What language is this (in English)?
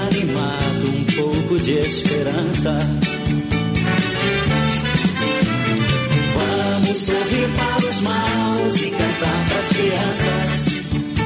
Portuguese